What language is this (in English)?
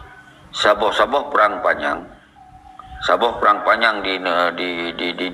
Achinese